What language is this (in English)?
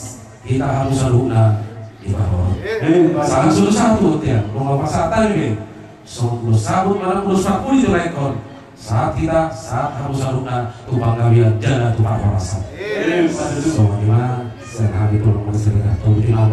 Batak Toba